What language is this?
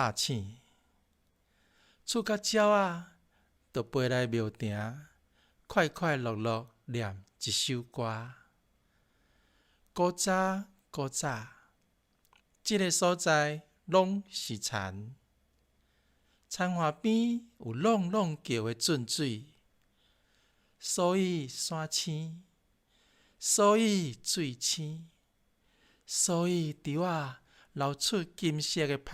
Min Nan Chinese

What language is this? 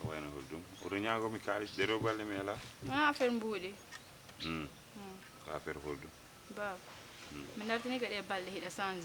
Fula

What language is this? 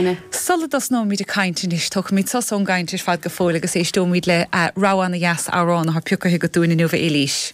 Irish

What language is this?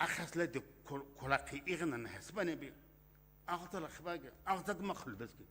Sumi Naga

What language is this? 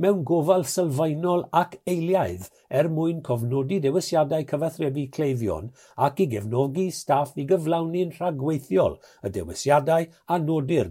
Welsh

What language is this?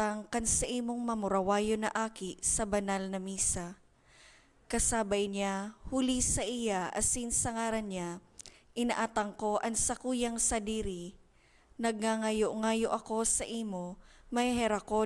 Bikol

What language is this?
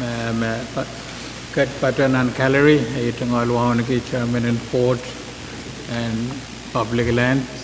Pohnpeian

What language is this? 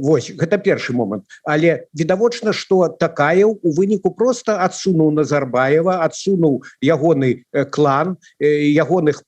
Belarusian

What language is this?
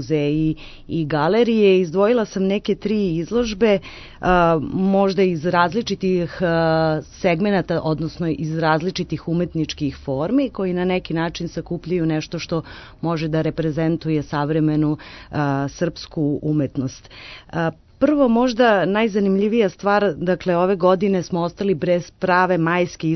Serbian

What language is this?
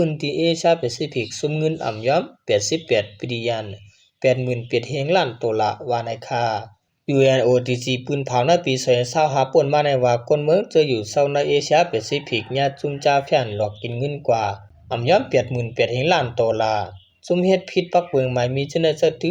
Shan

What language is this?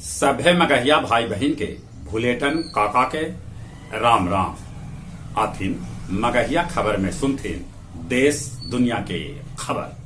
Magahi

